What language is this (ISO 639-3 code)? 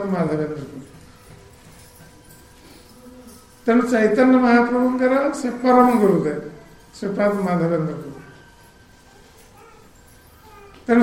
ori